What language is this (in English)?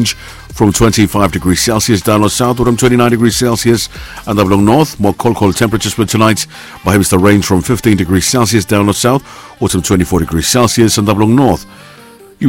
Bislama